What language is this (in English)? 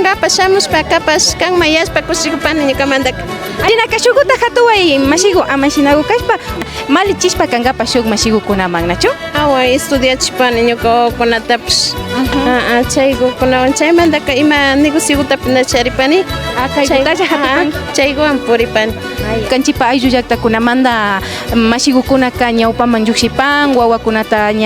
Imbabura Highland Quichua